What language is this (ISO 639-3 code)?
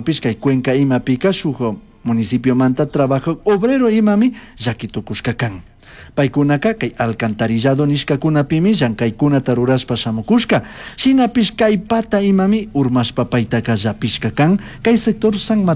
qug